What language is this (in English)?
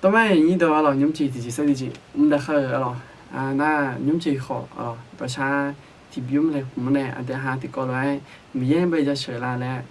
Akha